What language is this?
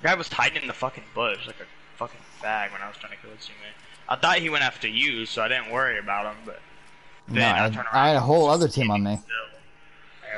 English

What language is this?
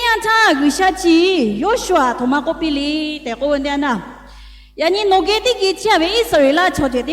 Lahu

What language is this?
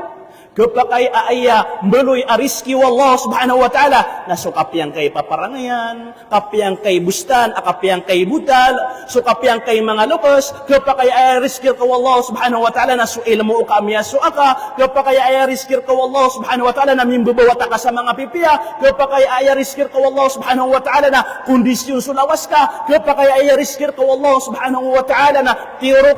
Maranao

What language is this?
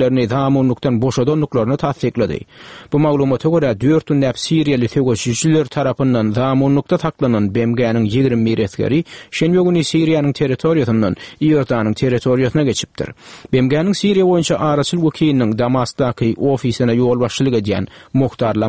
Turkmen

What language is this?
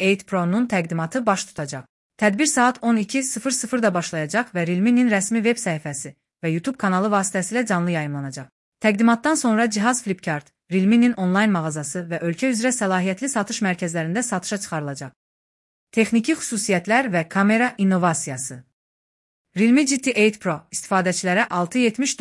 Azerbaijani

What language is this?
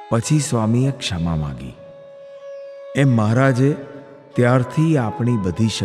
Gujarati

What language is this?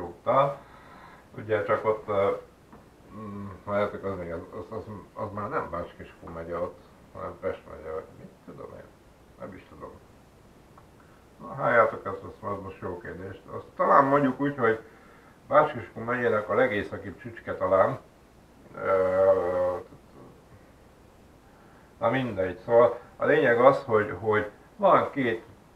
Hungarian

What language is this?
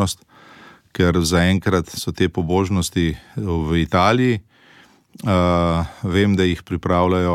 Slovenian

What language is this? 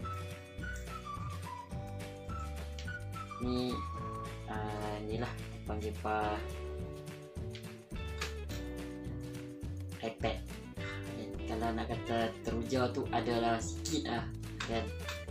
Malay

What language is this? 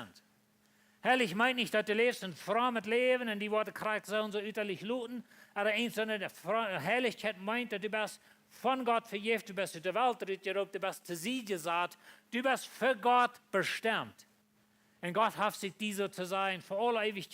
Plautdietsch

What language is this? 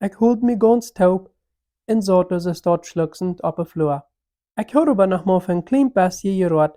Plautdietsch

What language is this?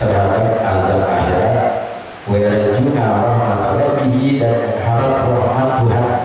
Musi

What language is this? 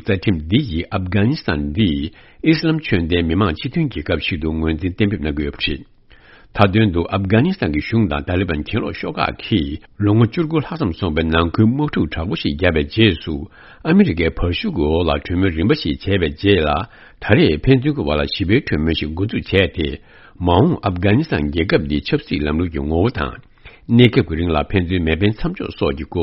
Tibetan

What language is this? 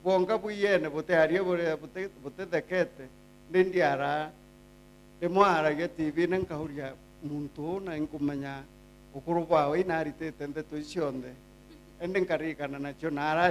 Meru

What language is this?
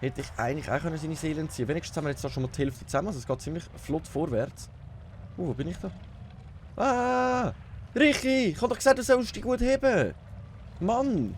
Swiss German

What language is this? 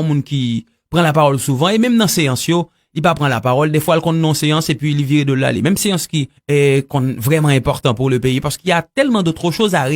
Haitian Creole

